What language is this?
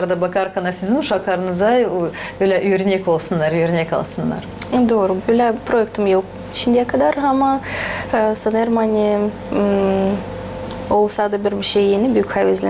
Gagauz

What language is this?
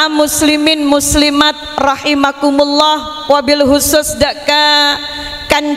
Madurese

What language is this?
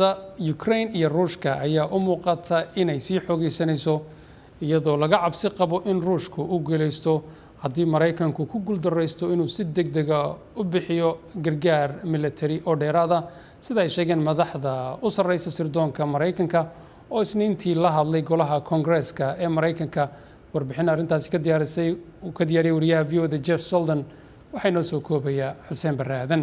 Somali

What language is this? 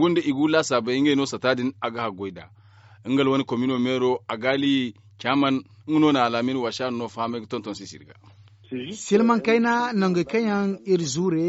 Zarma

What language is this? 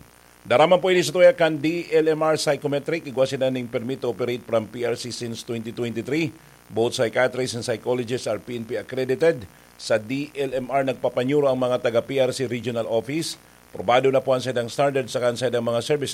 Bikol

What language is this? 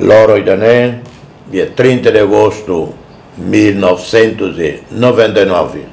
Tetum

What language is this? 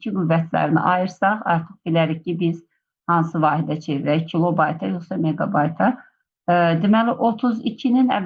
Azerbaijani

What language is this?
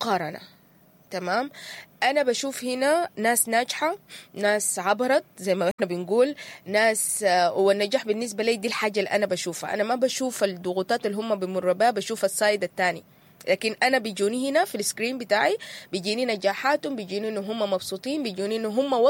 Sudanese Arabic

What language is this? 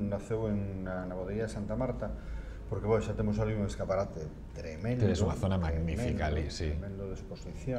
Galician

